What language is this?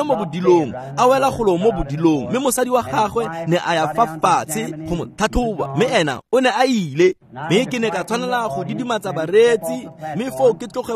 Tswana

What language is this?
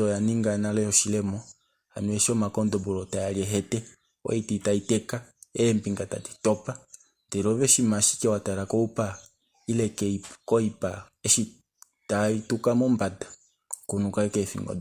Kuanyama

